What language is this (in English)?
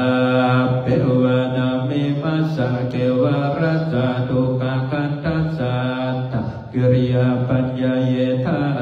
Pali